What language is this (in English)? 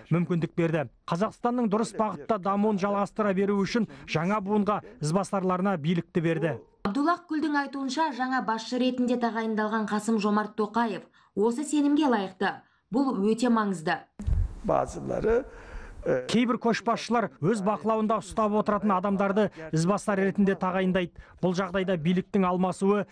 Kazakh